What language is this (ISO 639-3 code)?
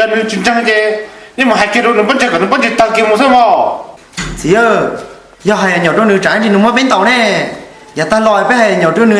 hmn